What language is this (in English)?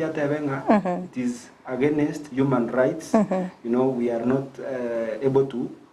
Gusii